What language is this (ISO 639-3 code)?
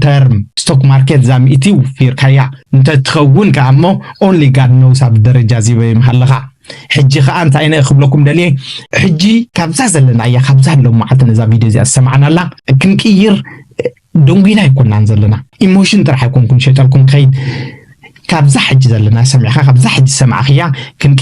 tir